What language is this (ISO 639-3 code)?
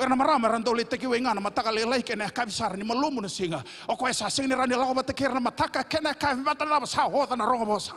fij